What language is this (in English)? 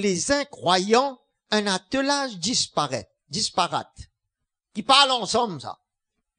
Morisyen